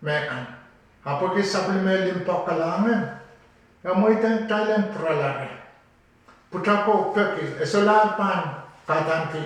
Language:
Pohnpeian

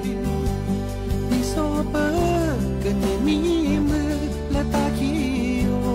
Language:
S'gaw Karen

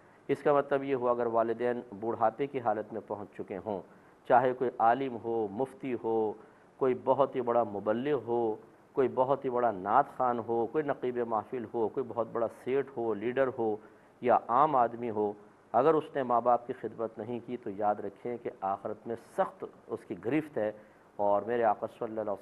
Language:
Urdu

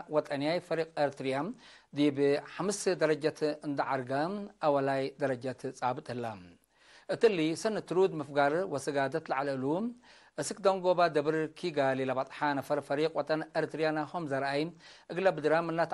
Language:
Tigre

